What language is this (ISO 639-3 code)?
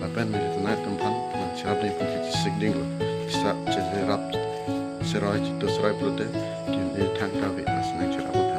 mjw